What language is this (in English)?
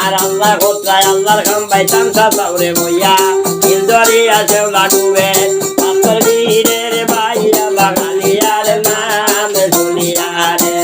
Sylheti